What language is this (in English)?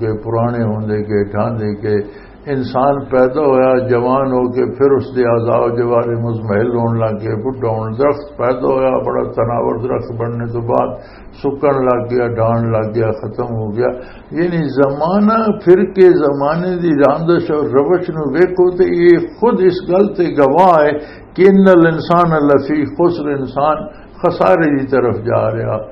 Western Panjabi